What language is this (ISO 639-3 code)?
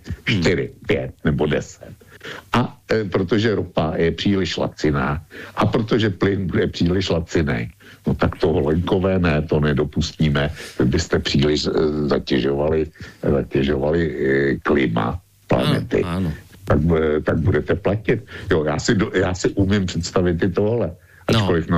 ces